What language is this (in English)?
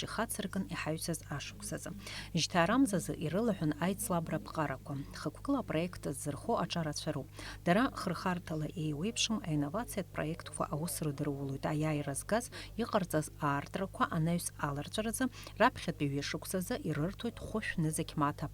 Abkhazian